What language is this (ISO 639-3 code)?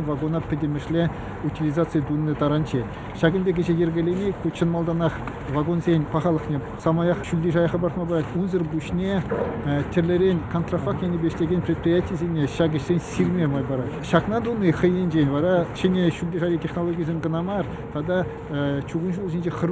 chv